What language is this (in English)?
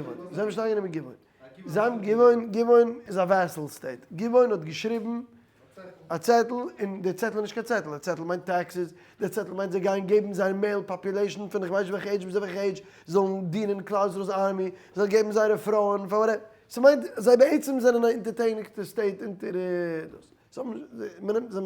Yiddish